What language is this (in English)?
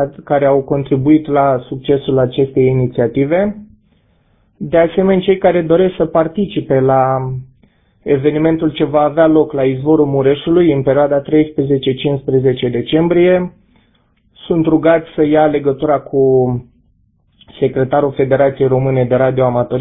Romanian